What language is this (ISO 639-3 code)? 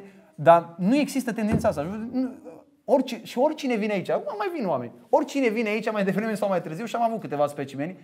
ron